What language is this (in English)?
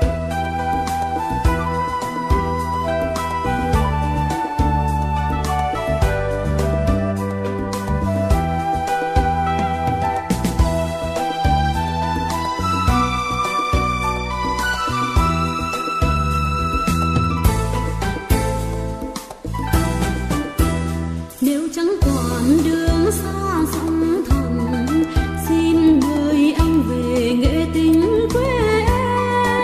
Vietnamese